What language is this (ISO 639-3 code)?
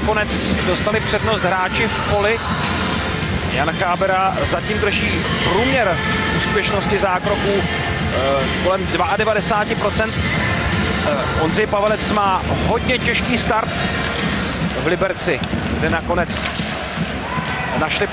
ces